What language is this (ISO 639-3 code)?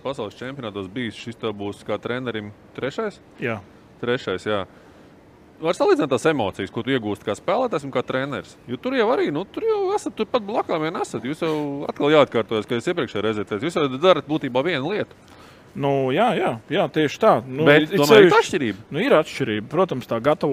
lav